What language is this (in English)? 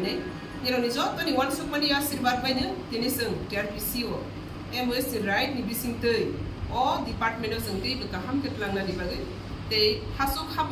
Kok Borok